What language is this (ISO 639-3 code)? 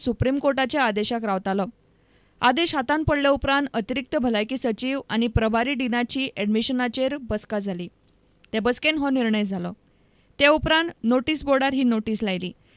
kok